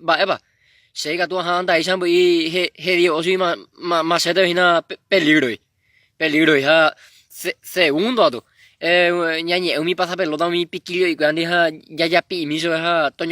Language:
Guarani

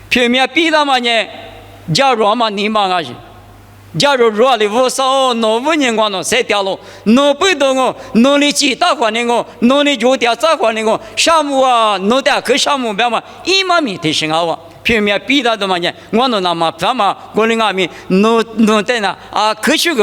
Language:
Lisu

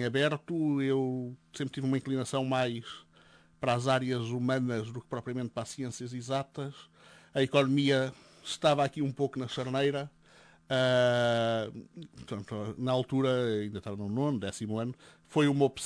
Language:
Portuguese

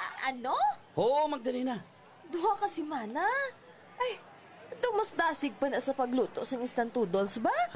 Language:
Hiligaynon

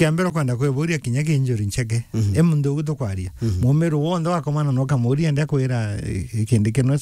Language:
Meru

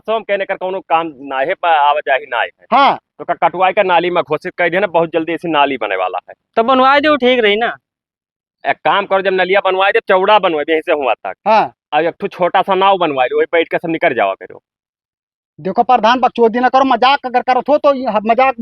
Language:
Awadhi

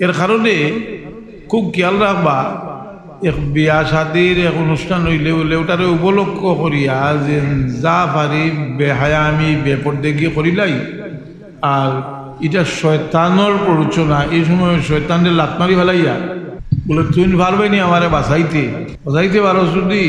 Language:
Sylheti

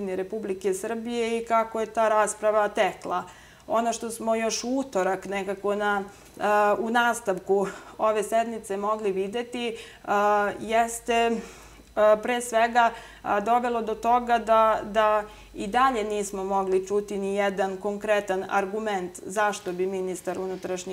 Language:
Serbian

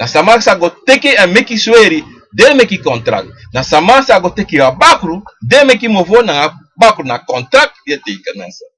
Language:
Sranan Tongo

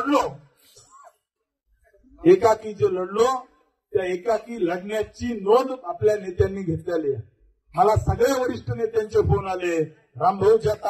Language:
Marathi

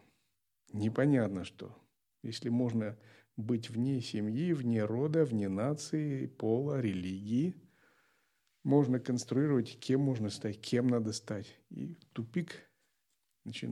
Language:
Russian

